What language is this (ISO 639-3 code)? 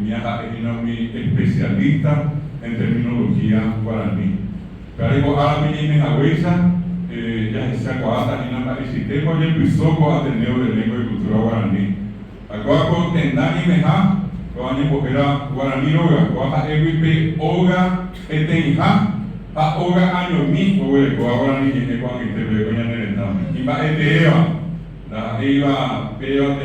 grn